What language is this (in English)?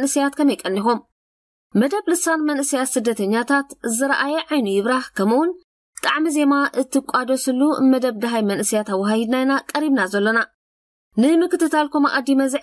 Tigrinya